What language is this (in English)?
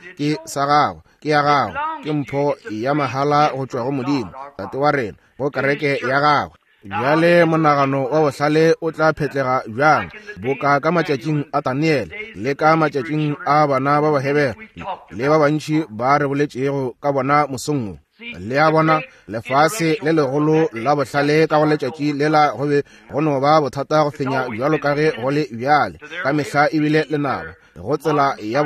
Northern Sotho